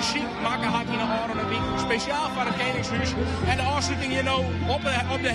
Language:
Western Frisian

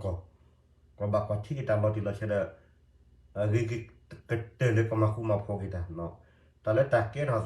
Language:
S'gaw Karen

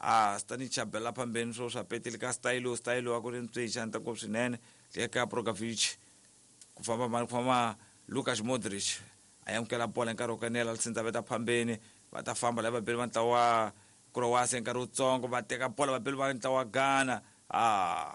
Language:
Tsonga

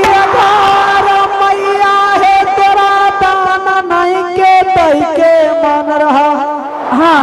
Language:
Angika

